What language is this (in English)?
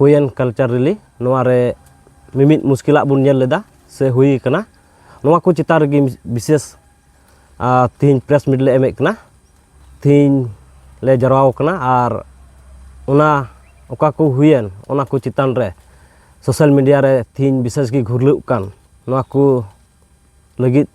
Santali